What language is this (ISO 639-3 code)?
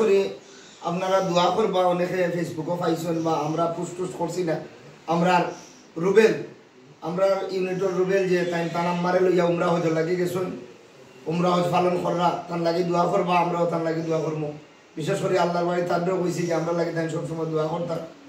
syl